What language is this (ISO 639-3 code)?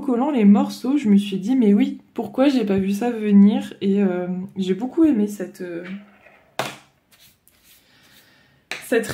fra